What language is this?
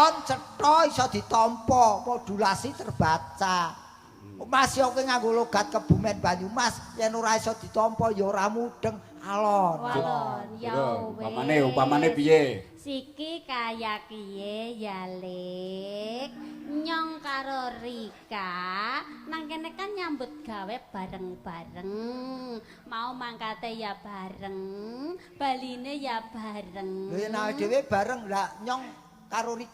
Javanese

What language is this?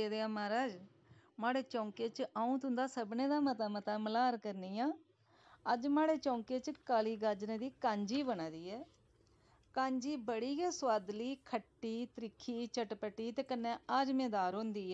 Dogri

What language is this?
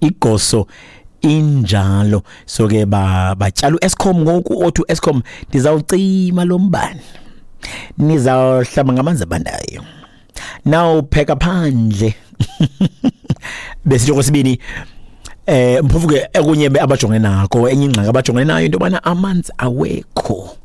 Xhosa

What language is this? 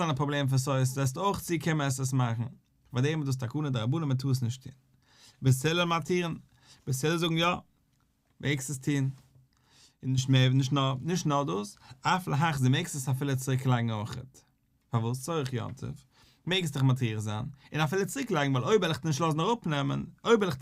Yiddish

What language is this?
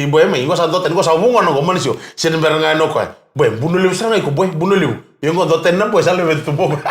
Fijian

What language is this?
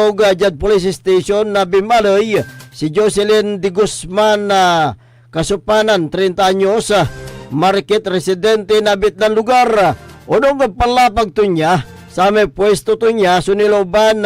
Pangasinan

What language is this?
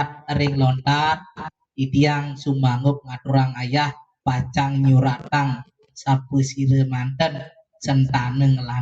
Balinese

